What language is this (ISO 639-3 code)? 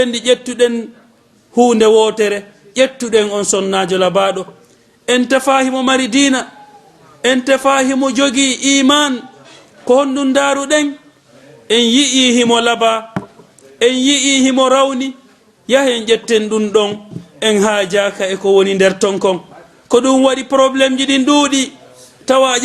ful